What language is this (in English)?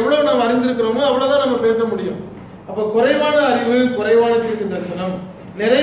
Tamil